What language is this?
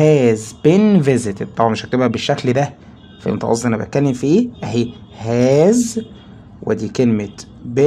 Egyptian Arabic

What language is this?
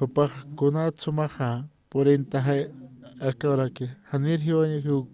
Aymara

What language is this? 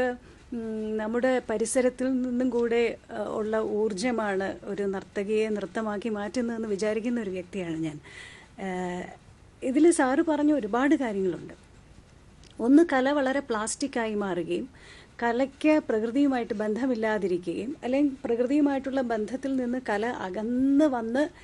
Malayalam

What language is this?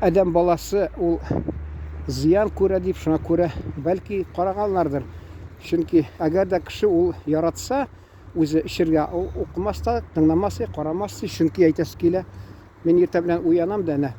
Tatar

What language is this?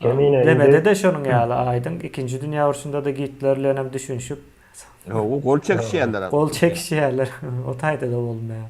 Turkmen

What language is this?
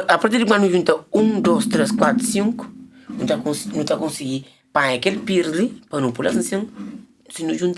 Kabuverdianu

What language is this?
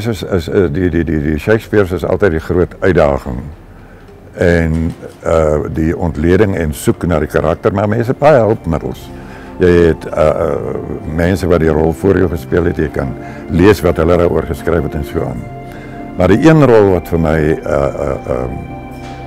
Afrikaans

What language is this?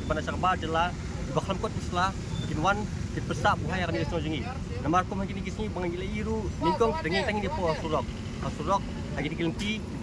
Khasi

